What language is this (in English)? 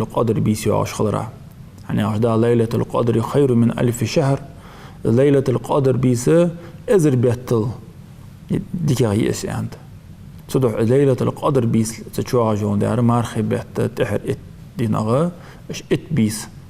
Ingush